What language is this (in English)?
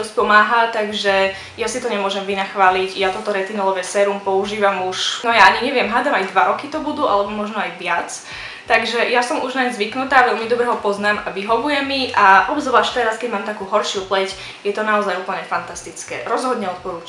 Slovak